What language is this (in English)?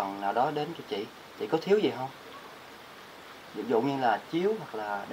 Vietnamese